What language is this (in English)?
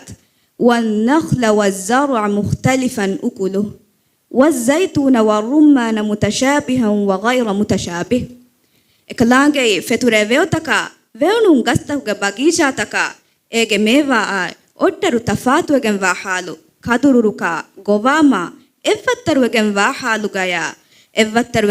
Divehi